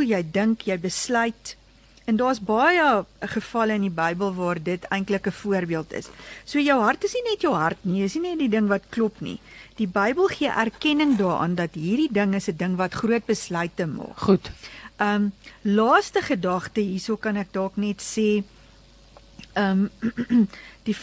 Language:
Afrikaans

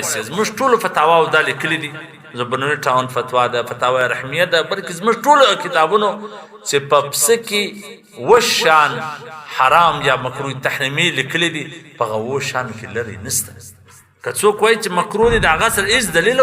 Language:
Pashto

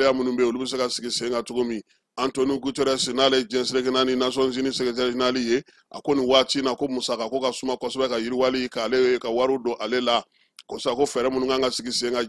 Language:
Bambara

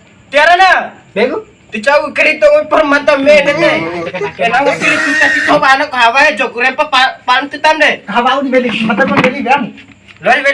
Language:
Bima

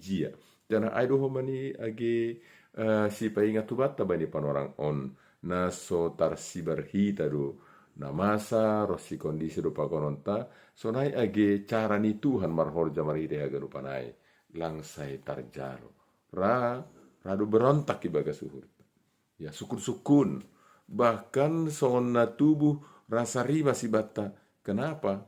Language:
Batak Simalungun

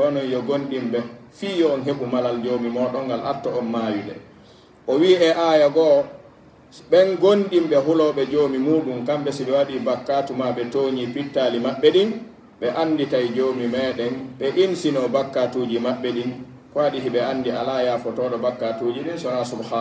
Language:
Pular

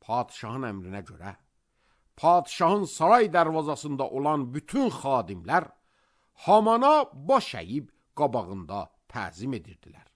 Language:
Azerbaijani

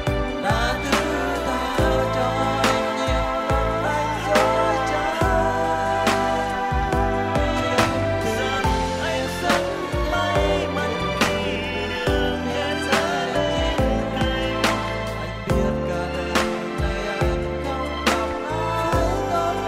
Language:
Vietnamese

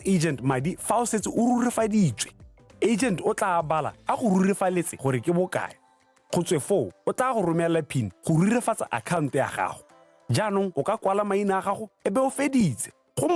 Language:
Tswana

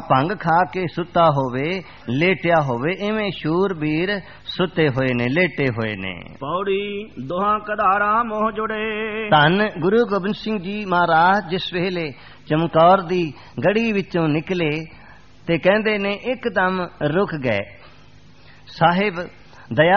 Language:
Punjabi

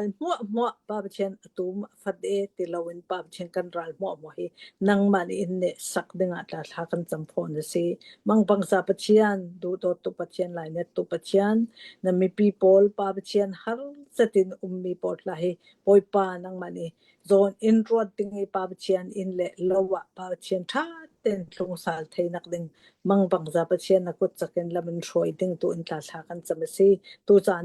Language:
Hakha Chin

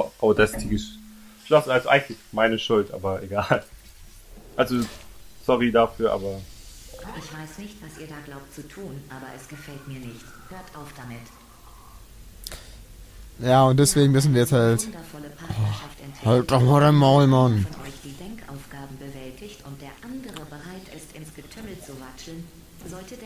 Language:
German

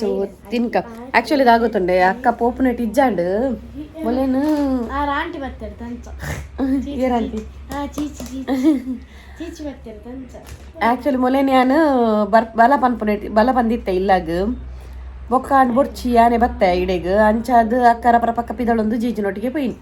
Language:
Tulu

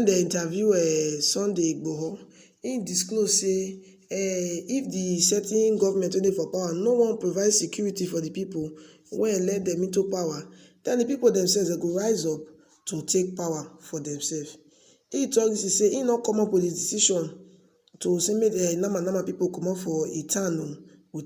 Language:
Nigerian Pidgin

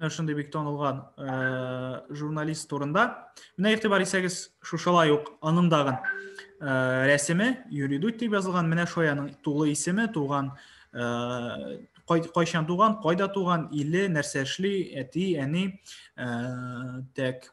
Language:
Tatar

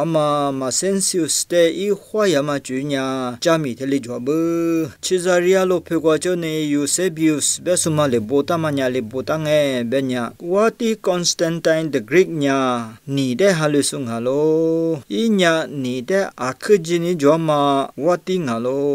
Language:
Lisu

